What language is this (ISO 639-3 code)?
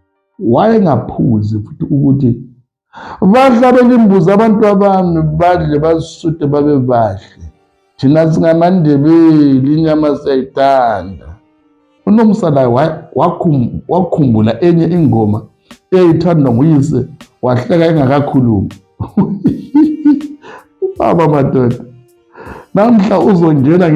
nde